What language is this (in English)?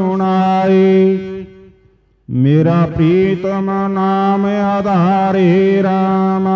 Punjabi